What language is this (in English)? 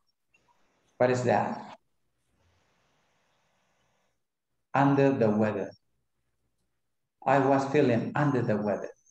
English